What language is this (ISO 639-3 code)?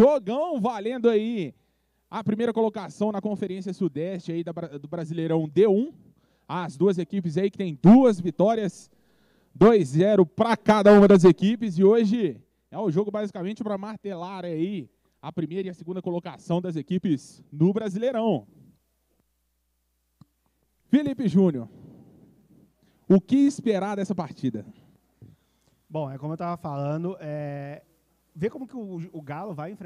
por